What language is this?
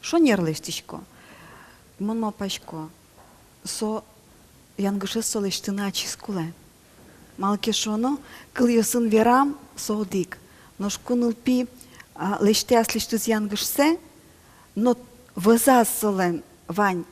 Udmurt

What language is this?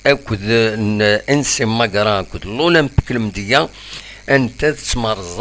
Kabyle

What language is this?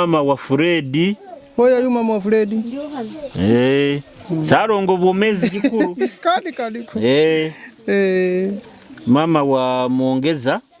Nyoro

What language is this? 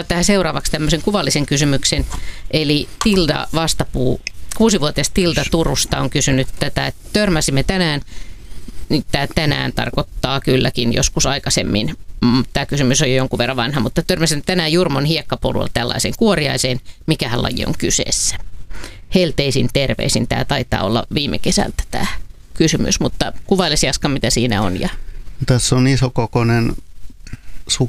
Finnish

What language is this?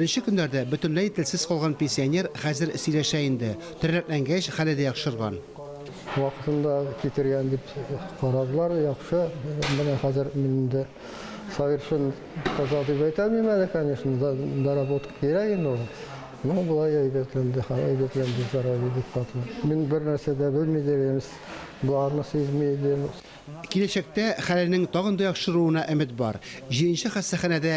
Tatar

